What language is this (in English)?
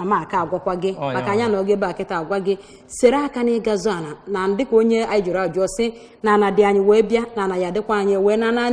Igbo